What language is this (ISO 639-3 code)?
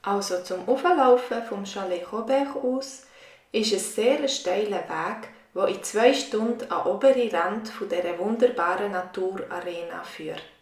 gsw